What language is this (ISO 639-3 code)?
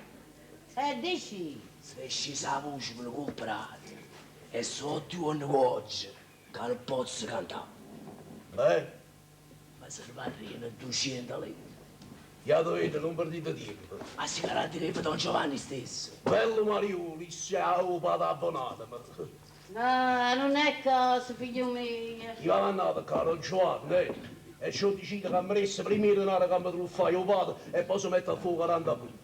nap